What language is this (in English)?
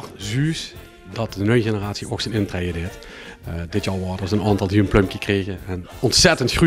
Limburgish